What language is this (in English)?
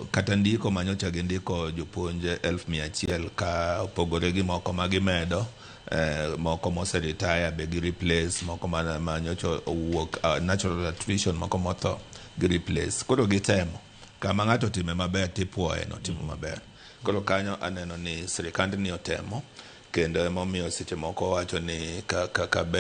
Luo (Kenya and Tanzania)